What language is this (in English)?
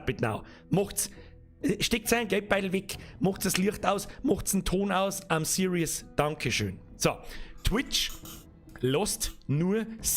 Bavarian